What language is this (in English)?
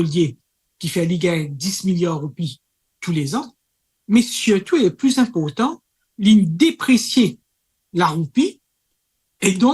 Morisyen